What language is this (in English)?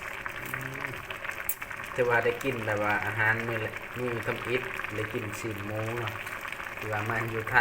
Lao